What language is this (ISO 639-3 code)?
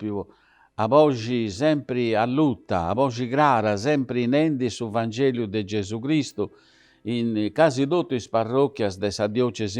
srd